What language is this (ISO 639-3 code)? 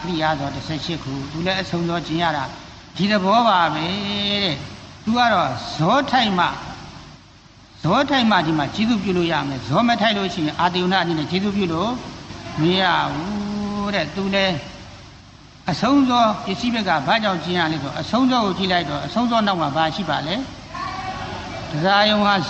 mya